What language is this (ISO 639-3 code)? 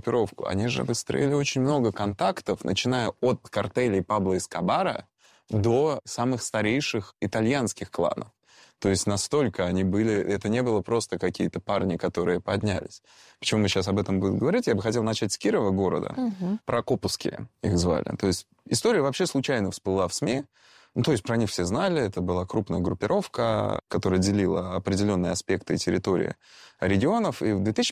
rus